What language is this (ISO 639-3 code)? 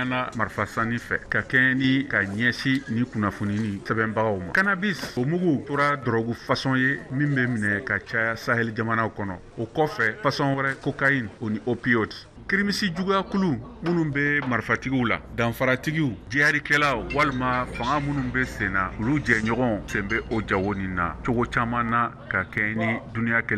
bam